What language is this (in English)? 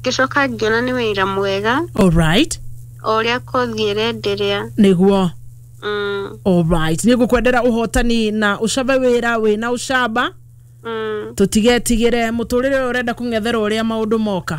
Kikuyu